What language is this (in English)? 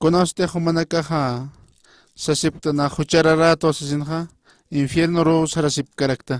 Aymara